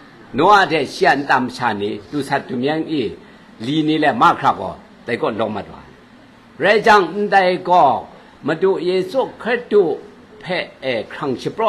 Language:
Kachin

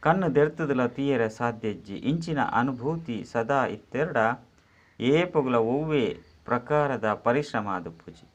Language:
Tulu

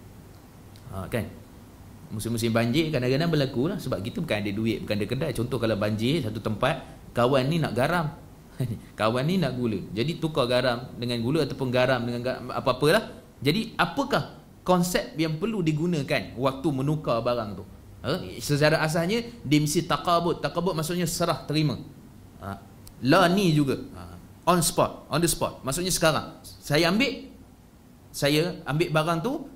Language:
Malay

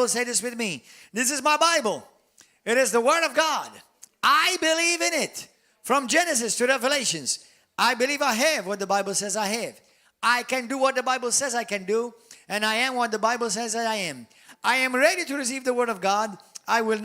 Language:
English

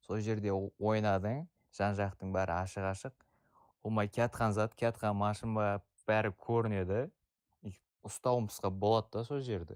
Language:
Kara-Kalpak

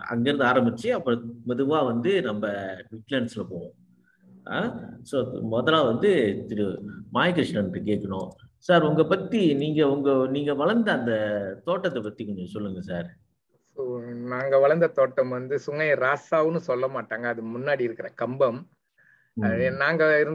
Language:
Tamil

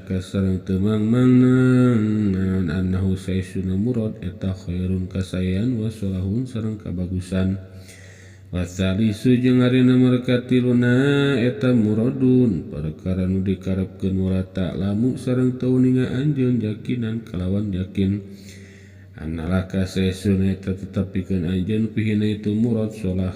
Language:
Sundanese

